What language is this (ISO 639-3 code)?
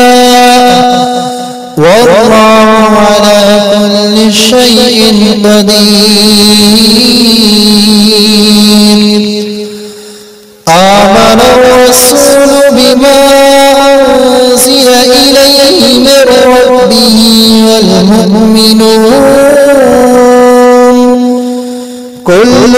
ara